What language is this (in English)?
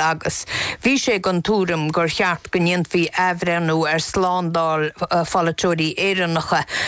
Irish